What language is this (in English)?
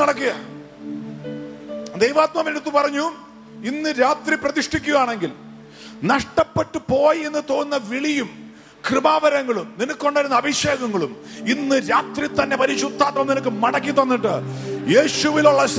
Malayalam